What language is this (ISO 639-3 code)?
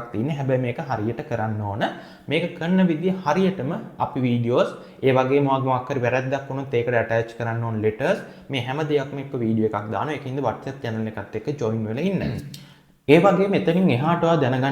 sin